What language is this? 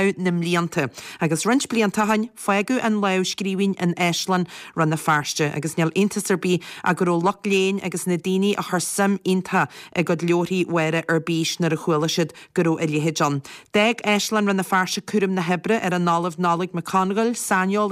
Irish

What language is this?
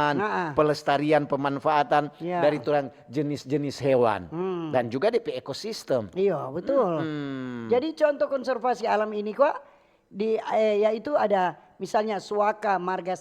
Manado Malay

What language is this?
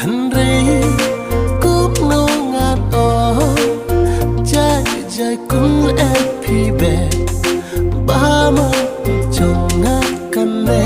Khasi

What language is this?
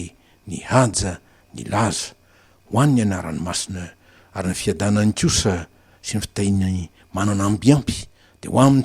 Malagasy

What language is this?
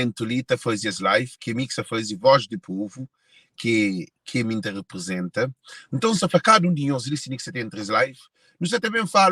Kabuverdianu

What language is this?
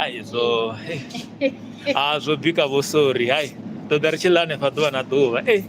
Venda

